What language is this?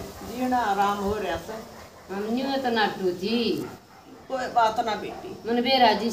Haryanvi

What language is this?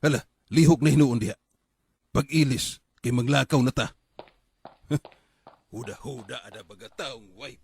Cebuano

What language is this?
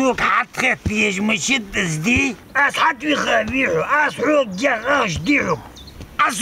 Ingush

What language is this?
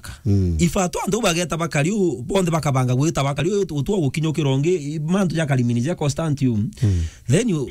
Meru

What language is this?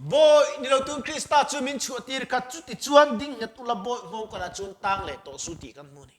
Mizo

